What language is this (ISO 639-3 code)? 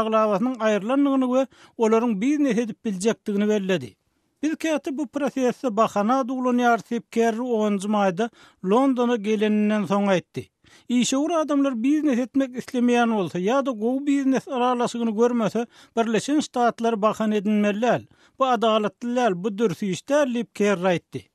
tuk